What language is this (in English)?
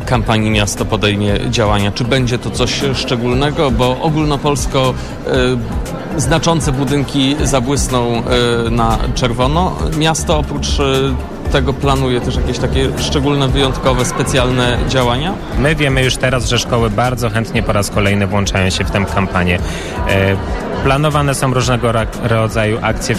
Polish